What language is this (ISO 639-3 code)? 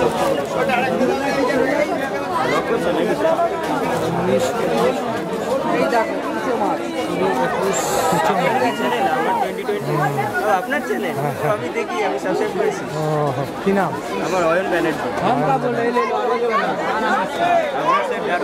ben